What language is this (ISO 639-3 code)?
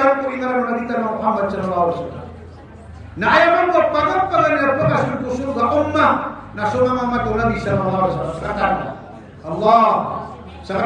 mrw